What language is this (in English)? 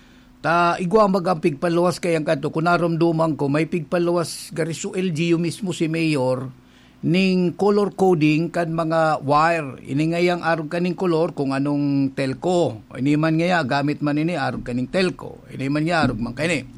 Bikol